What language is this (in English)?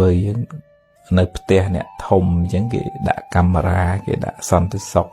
Khmer